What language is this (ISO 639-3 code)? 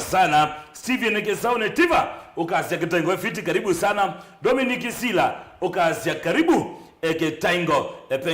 kam